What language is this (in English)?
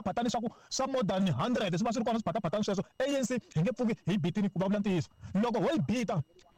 Tsonga